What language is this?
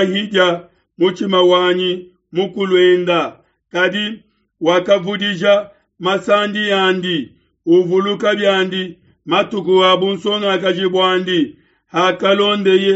Luba-Lulua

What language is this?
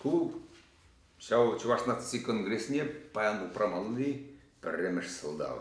Chuvash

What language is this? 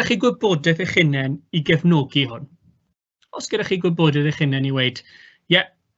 Welsh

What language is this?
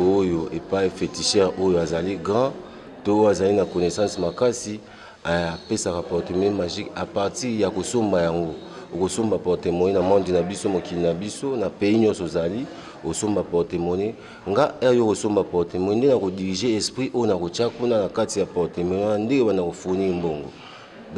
Lingala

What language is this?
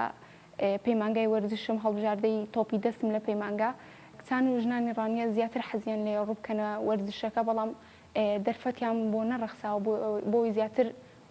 Central Kurdish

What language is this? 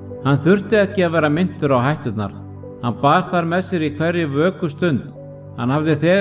Icelandic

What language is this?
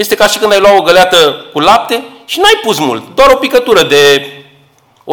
Romanian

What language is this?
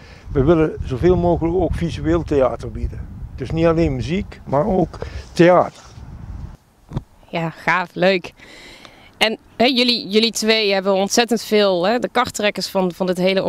Dutch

